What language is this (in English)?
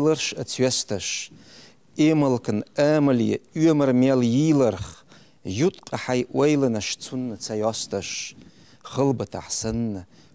Chechen